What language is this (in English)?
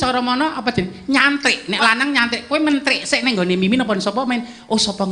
Javanese